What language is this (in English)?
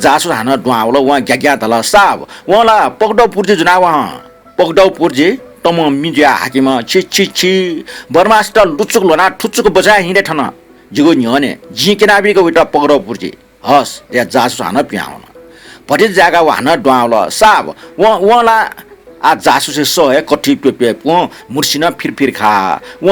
Newari